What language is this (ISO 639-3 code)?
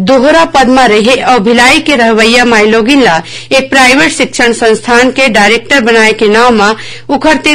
hne